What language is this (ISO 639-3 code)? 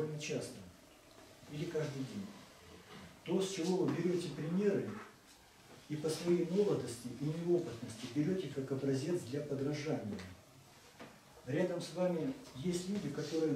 rus